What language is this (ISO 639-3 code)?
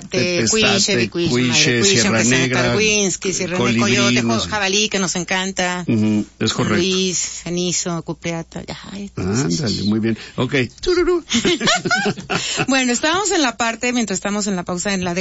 spa